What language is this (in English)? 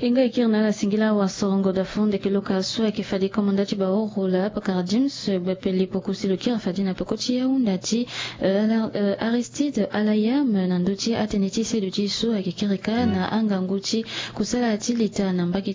Sango